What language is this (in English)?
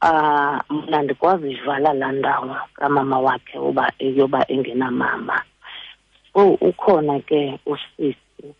Xhosa